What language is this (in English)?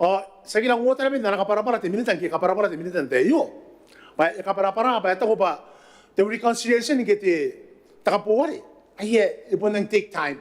Gilbertese